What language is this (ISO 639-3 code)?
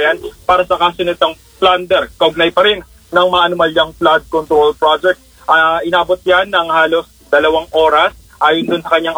fil